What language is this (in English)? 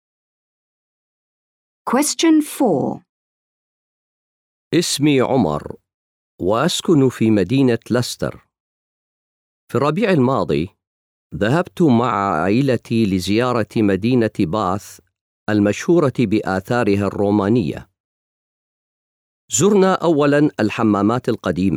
Arabic